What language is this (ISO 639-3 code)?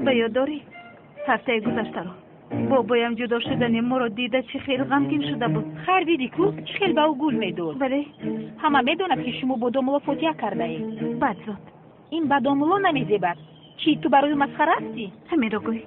tgk